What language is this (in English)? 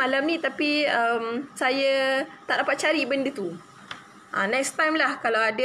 Malay